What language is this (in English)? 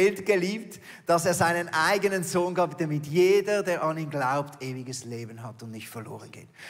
Swiss German